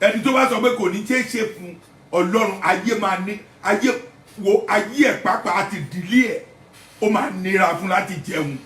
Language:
Yoruba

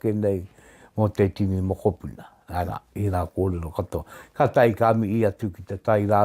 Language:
Māori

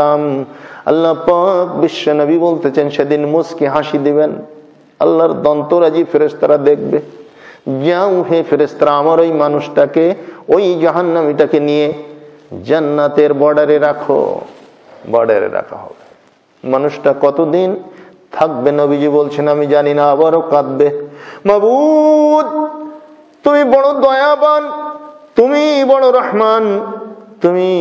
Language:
Bangla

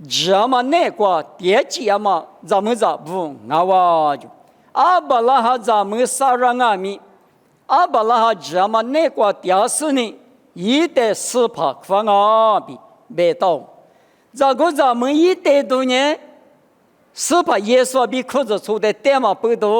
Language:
Lisu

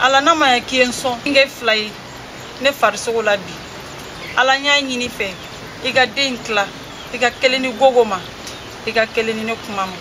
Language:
Bambara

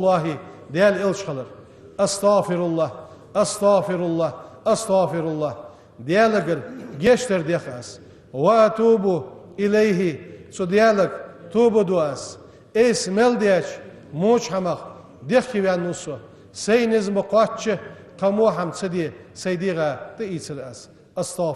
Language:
Ingush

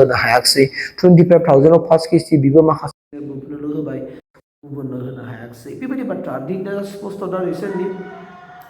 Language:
Bodo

